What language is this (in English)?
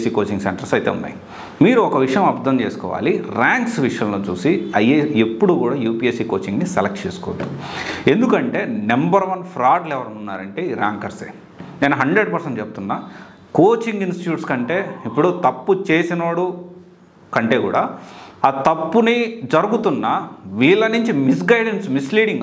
Telugu